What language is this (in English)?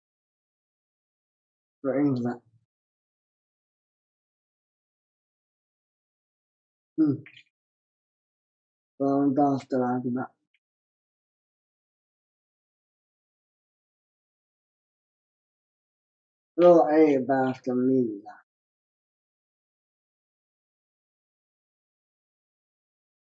Finnish